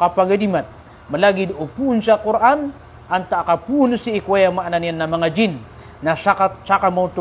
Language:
Maranao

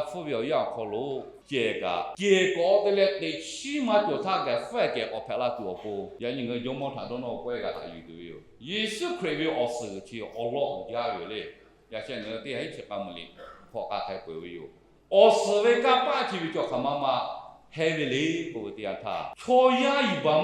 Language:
Lahu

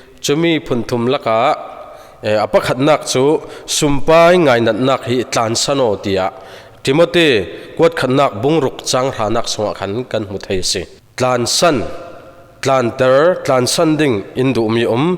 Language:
Falam Chin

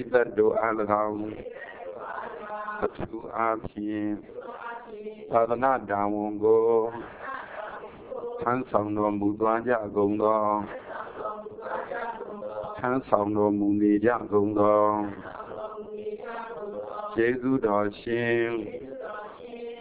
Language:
Burmese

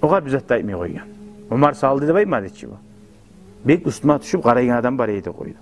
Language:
Kumyk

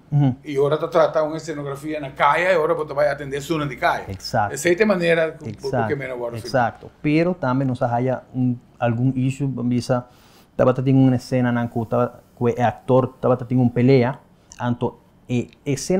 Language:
Papiamento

